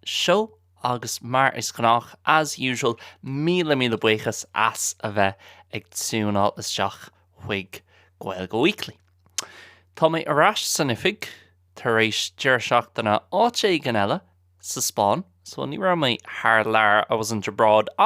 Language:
Irish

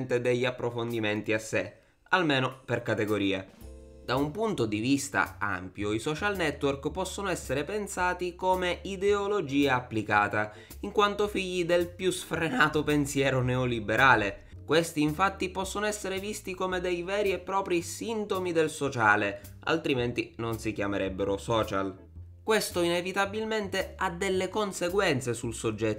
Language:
Italian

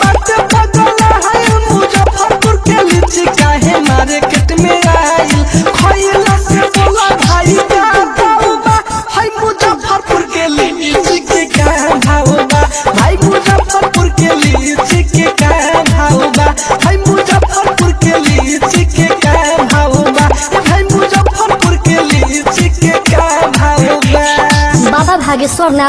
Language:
Bhojpuri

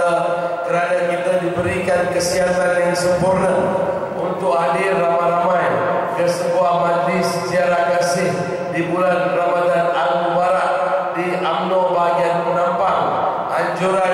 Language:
Malay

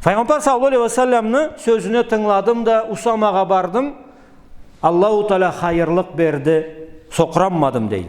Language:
Karachay-Balkar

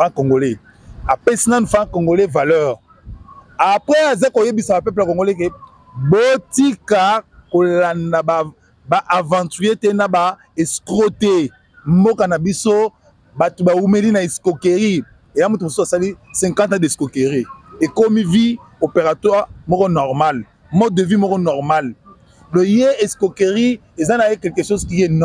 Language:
Lingala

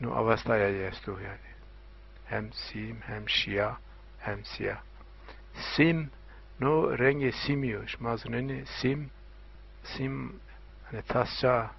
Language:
Zaza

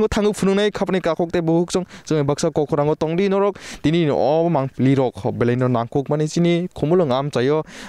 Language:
Kok Borok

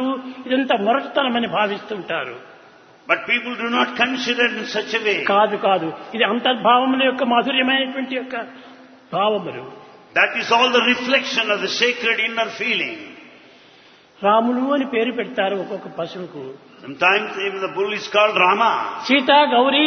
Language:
Telugu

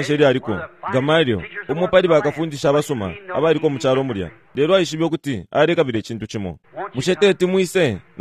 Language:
Bemba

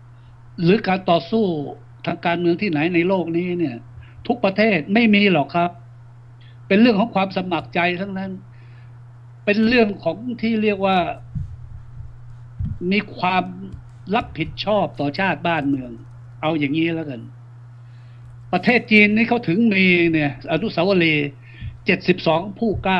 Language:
Thai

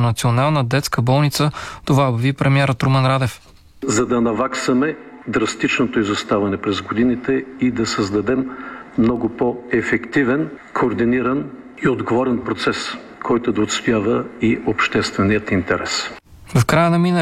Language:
Bulgarian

